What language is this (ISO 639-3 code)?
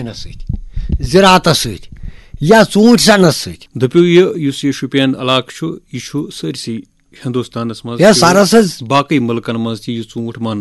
kas